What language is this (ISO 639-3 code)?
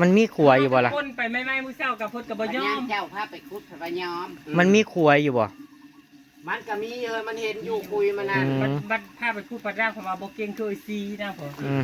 tts